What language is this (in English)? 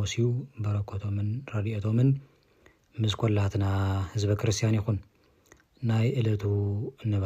Tigrinya